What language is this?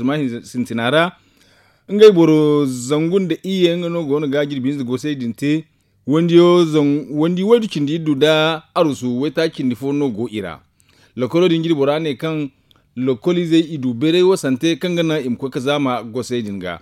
Zarma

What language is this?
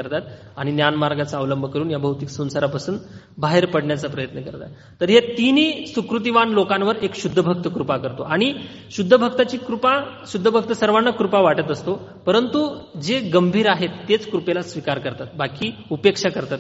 Marathi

